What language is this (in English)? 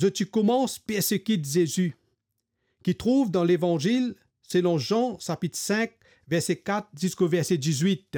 Morisyen